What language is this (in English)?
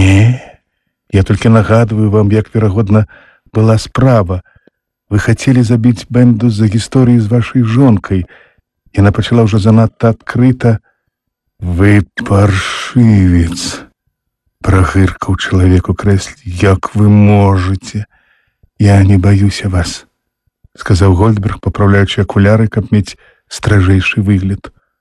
Belarusian